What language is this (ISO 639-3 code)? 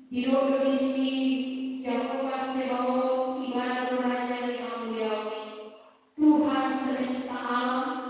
bbc